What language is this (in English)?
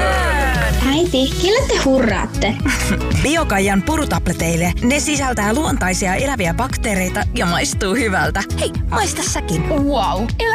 Finnish